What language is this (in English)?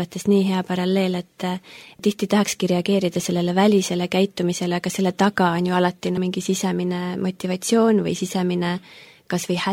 Estonian